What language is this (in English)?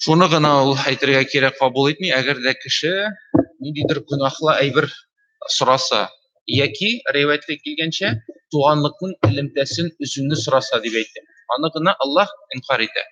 Tatar